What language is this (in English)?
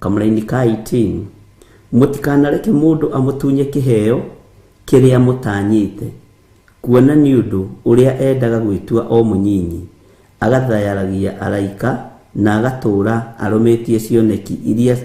Kikuyu